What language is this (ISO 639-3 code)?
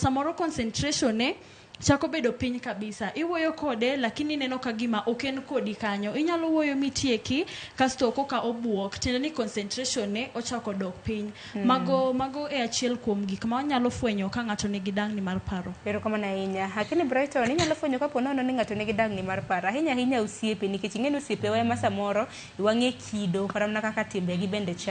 luo